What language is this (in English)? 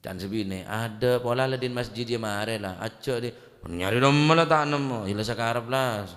Madurese